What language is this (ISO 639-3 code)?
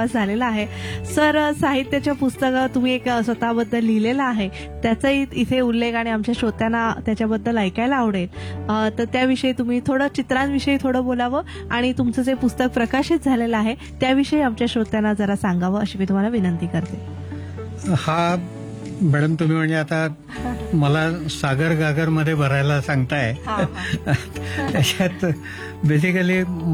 mar